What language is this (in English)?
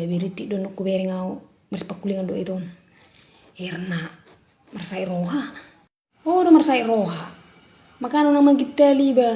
Batak Toba